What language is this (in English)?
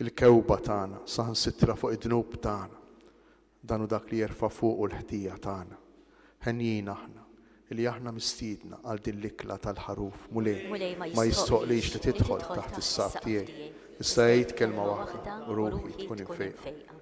Maltese